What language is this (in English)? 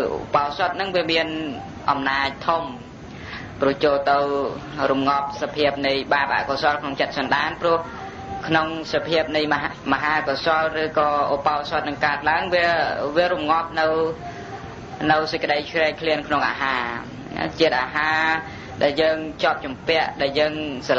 Khmer